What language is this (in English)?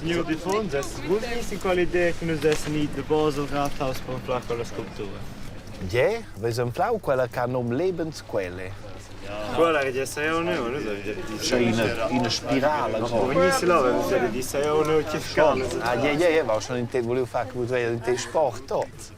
Romansh